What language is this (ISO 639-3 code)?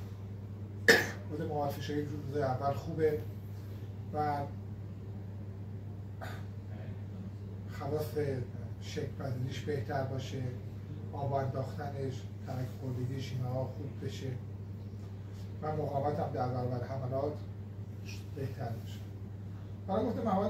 fas